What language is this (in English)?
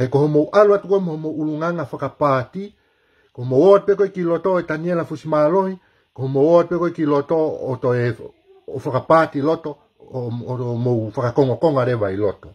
Tongan